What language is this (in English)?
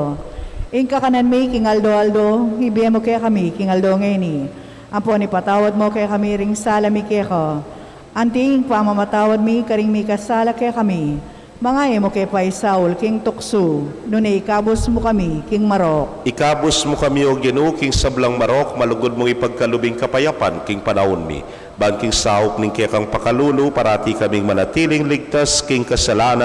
Pampanga